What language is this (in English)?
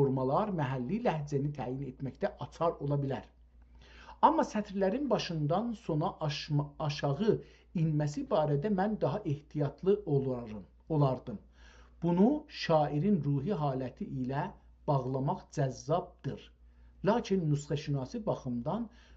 South Azerbaijani